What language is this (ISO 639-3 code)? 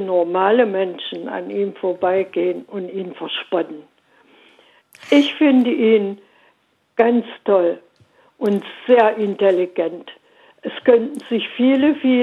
deu